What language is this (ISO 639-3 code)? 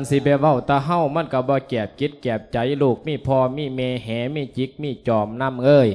lao